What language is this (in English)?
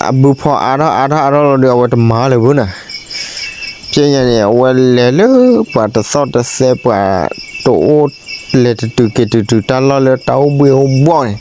S'gaw Karen